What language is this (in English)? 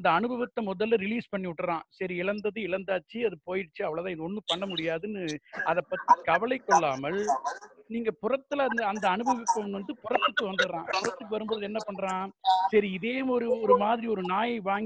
Tamil